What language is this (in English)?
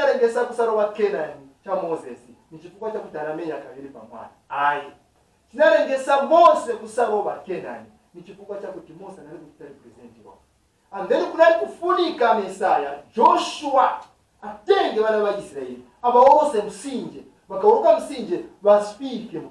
Nyanja